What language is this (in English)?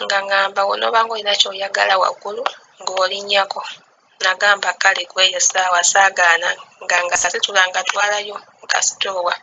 Ganda